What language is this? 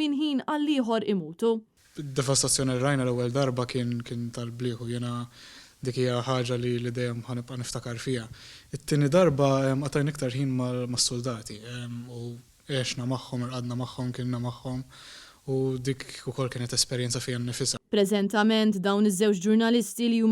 Maltese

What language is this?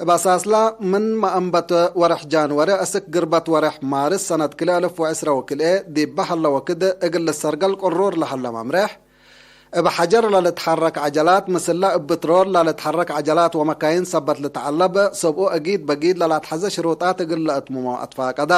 Tigre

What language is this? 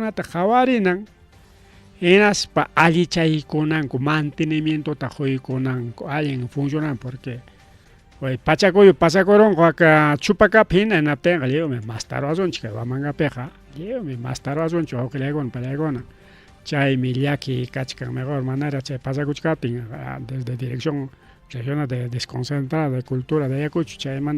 Ayacucho Quechua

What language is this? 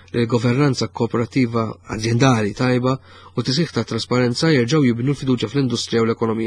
Maltese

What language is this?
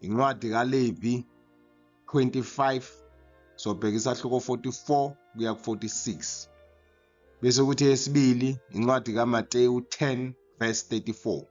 Zulu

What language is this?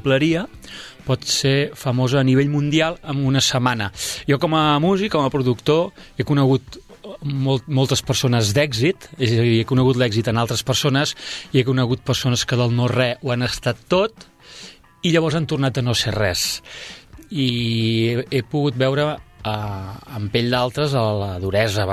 Catalan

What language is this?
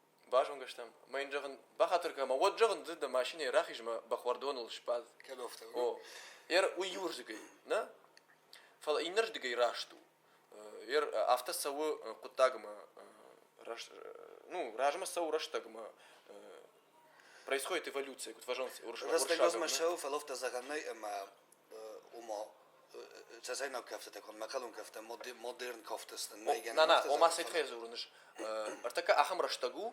Ossetic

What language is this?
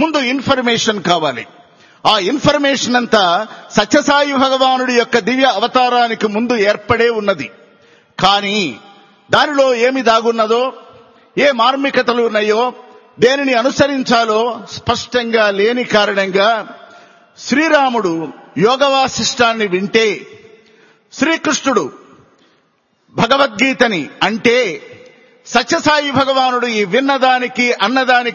Telugu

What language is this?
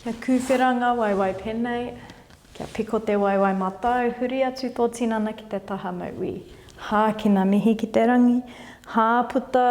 Māori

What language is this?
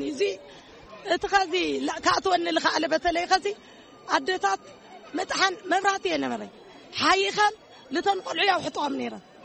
Tigrinya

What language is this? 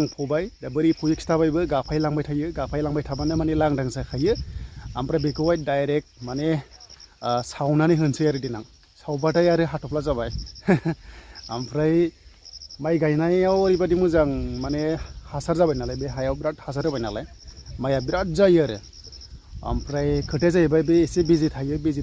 Bodo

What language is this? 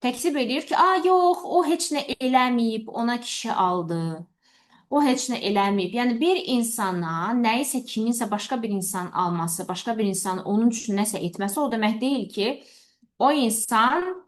Azerbaijani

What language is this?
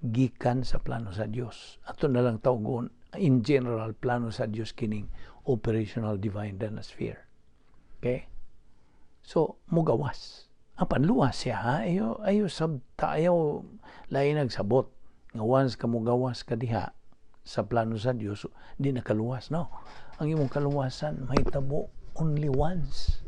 Cebuano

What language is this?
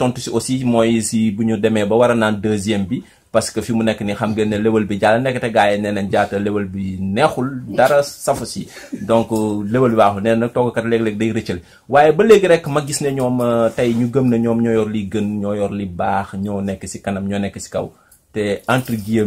Wolof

